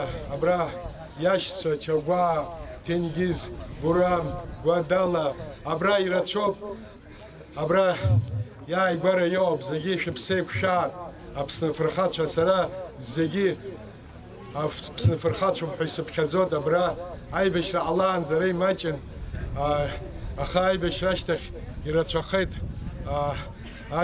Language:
Abkhazian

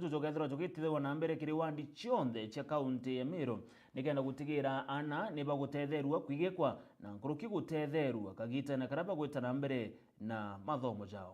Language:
Meru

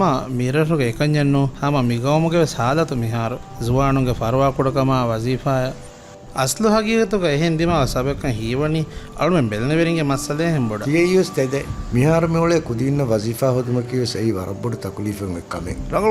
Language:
Divehi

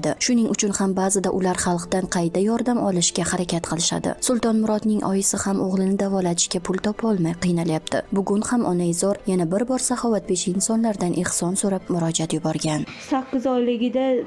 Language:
Uzbek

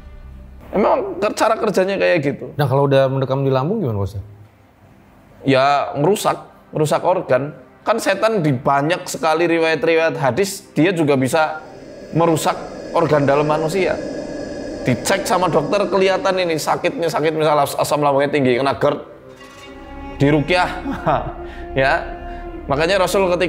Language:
Indonesian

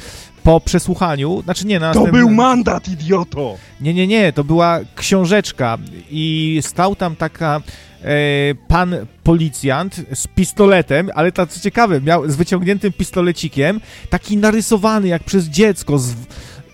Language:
Polish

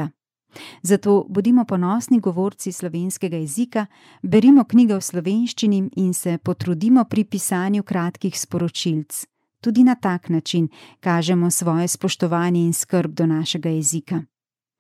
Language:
Slovenian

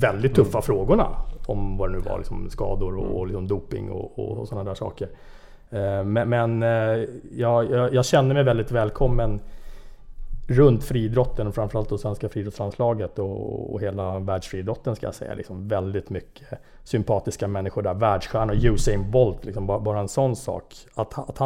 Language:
Swedish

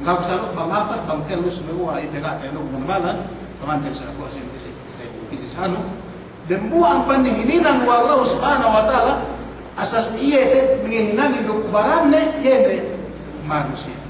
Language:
Yakan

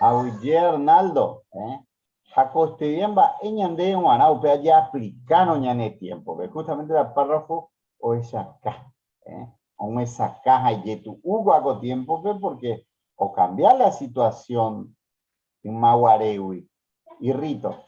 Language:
Guarani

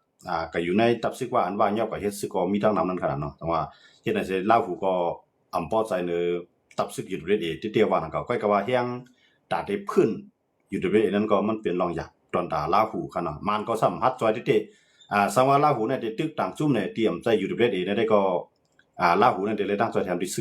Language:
Shan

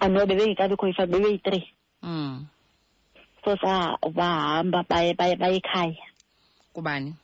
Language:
Xhosa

